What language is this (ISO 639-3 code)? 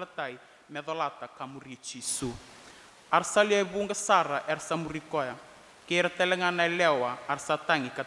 fij